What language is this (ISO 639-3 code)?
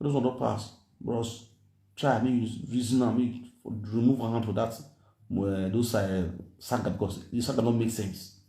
pcm